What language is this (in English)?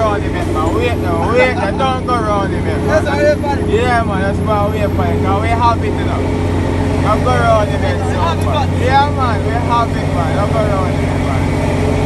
Jamaican Creole English